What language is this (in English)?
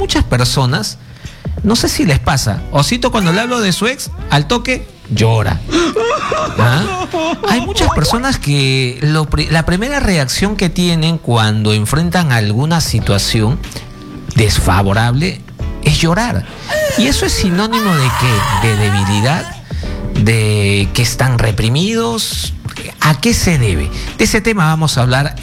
Spanish